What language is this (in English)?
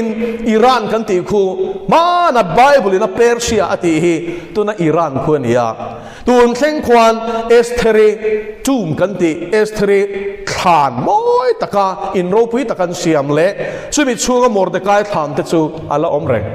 Mizo